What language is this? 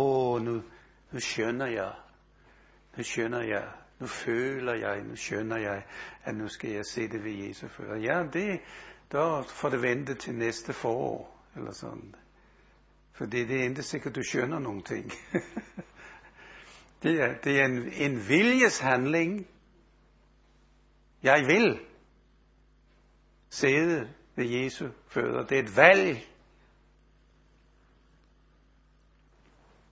Danish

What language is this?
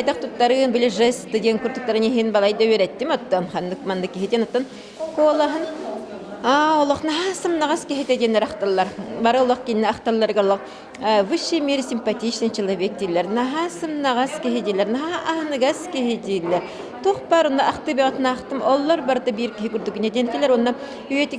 Yakut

